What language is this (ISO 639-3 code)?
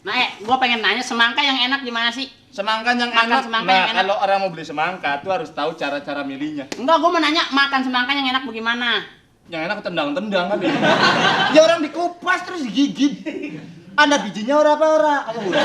bew